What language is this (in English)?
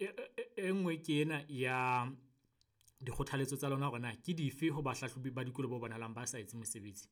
Southern Sotho